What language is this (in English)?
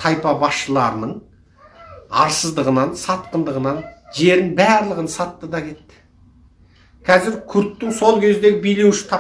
Kazakh